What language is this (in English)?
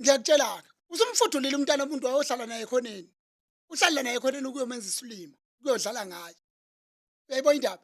Zulu